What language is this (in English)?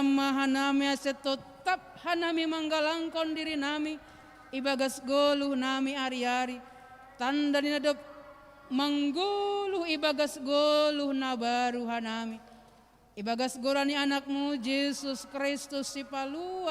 Batak Simalungun